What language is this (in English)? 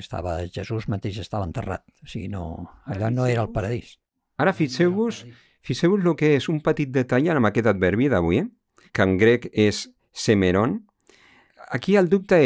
Catalan